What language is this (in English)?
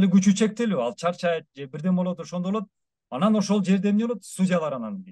Kyrgyz